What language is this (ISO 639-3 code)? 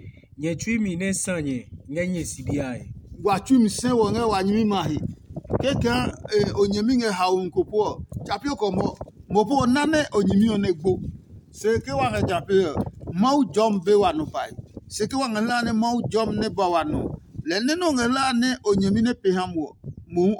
ada